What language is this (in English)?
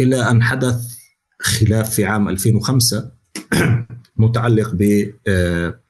North Levantine Arabic